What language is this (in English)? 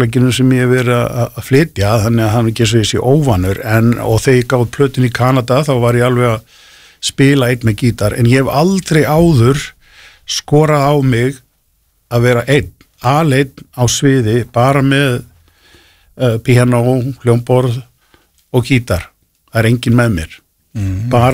Icelandic